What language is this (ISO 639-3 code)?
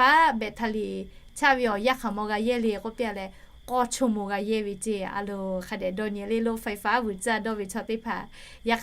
lhu